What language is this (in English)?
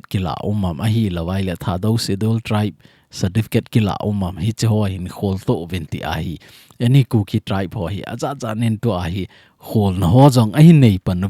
Thado Chin